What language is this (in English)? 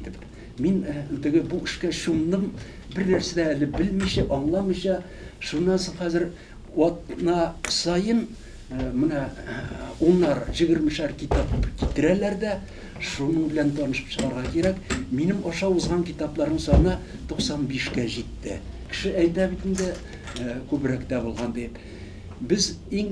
Tatar